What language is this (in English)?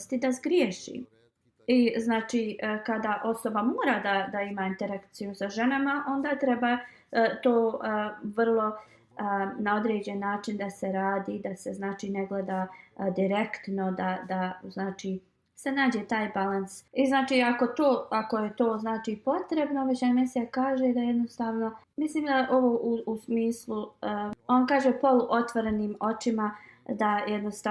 Bosnian